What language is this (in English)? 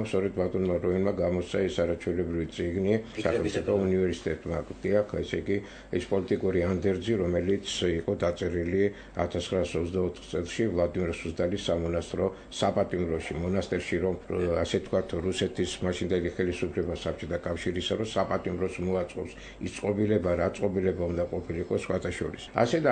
Georgian